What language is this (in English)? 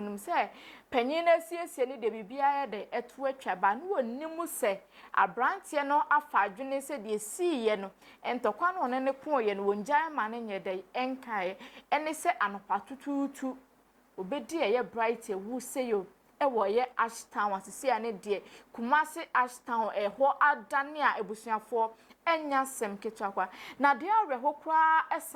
Akan